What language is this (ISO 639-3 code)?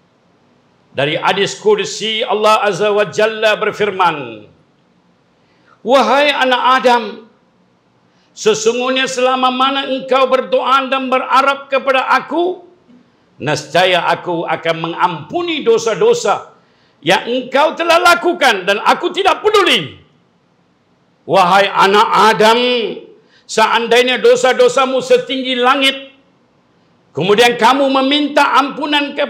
msa